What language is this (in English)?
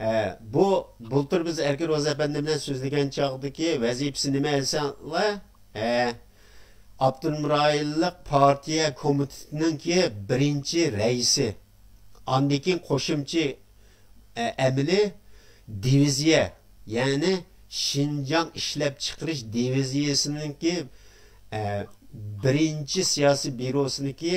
Uyghur